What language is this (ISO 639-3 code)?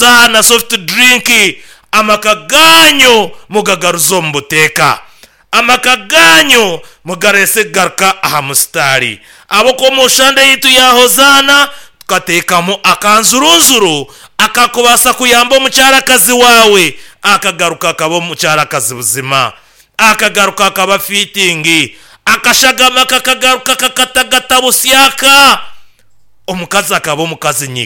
nyn